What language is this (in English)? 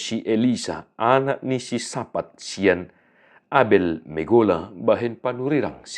Batak Toba